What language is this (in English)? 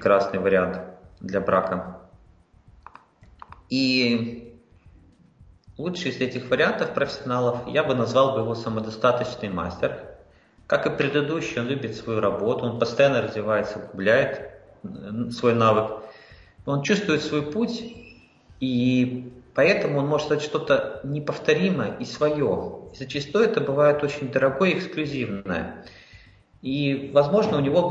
Russian